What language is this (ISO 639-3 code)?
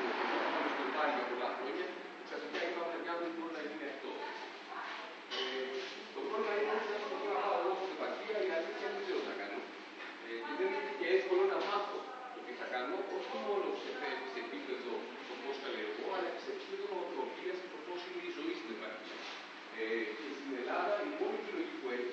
ell